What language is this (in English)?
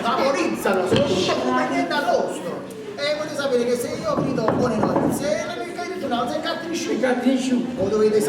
Neapolitan